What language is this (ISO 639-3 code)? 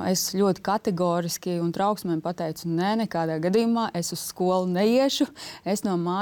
lav